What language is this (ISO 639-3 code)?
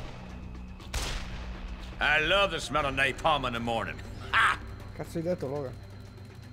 ita